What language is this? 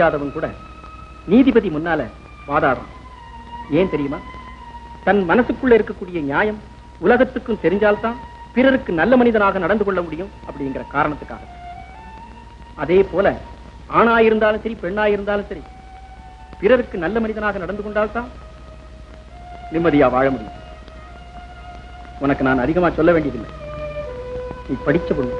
Tamil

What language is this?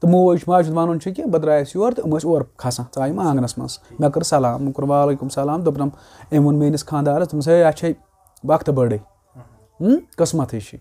Kashmiri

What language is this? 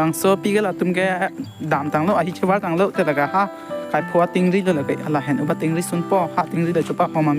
Karbi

